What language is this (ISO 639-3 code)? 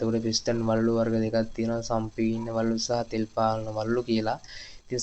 sin